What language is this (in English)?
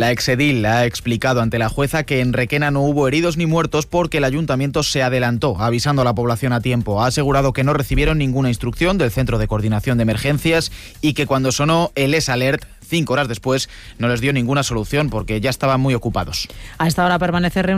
Spanish